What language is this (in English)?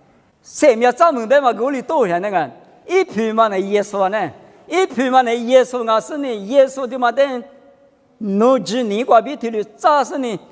Lisu